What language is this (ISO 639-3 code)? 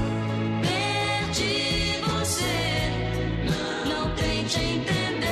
por